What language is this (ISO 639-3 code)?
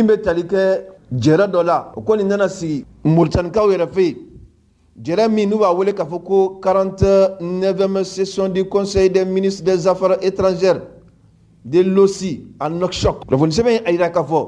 man